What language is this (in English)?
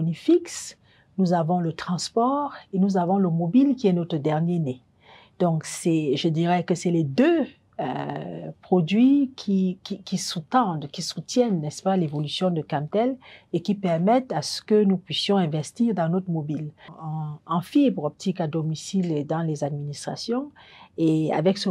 French